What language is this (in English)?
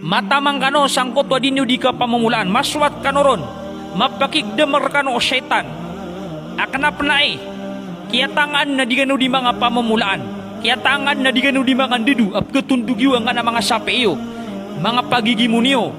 Maranao